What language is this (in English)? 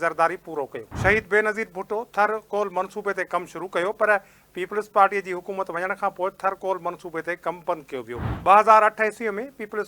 Sindhi